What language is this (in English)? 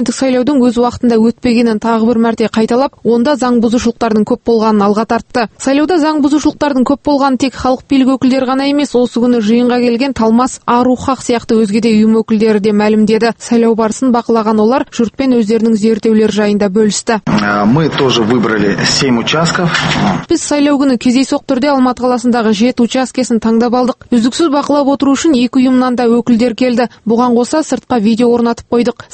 Kazakh